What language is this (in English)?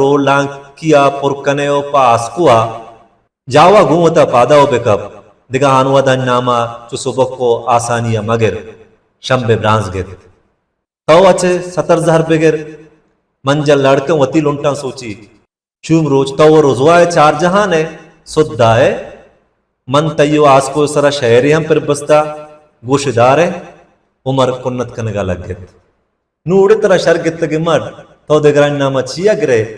Baluchi